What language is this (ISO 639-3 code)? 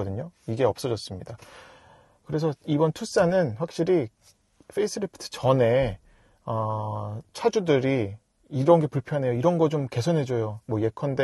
kor